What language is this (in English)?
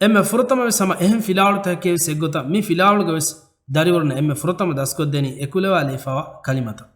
Divehi